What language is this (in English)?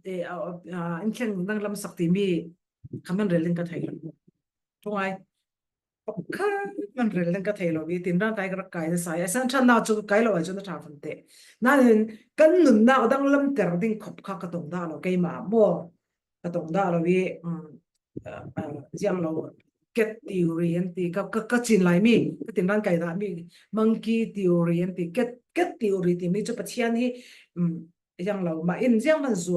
Falam Chin